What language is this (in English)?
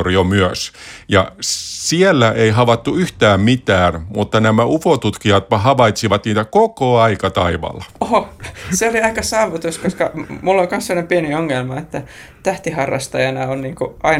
Finnish